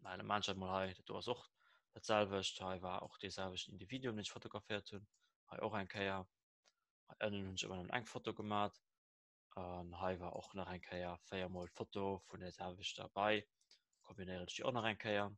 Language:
Luxembourgish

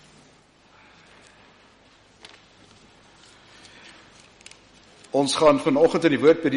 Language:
Afrikaans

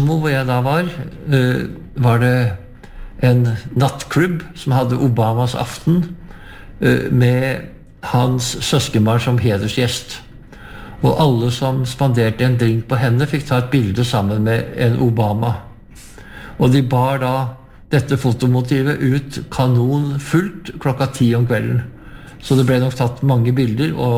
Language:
Norwegian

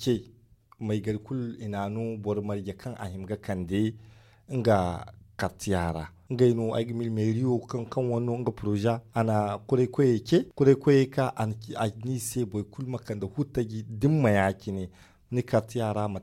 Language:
Zarma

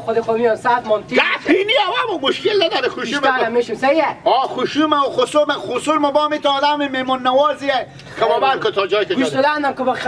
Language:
Persian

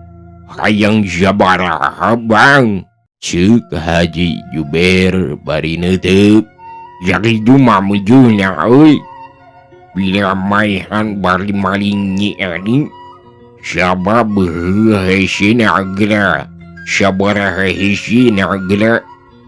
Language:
Sundanese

